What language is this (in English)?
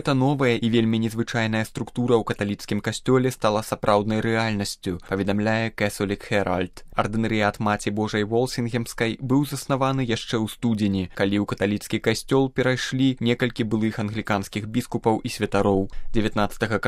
Belarusian